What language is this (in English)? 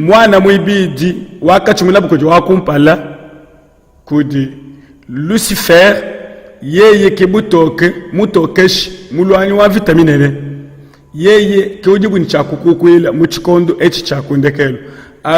Luba-Lulua